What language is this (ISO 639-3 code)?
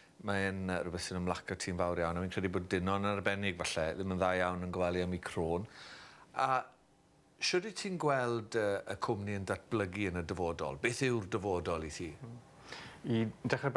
cym